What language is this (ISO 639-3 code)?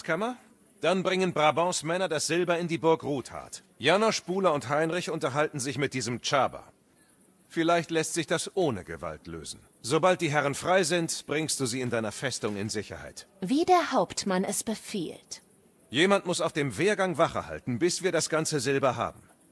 bar